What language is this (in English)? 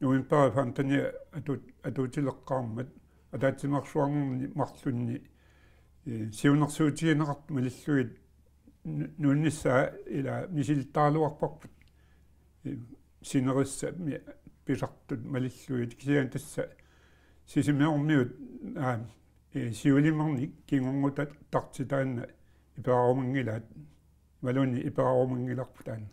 Kalaallisut